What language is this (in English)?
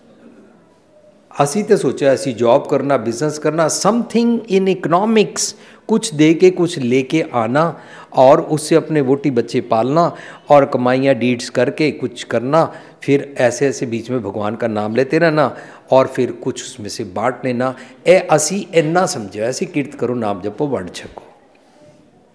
Punjabi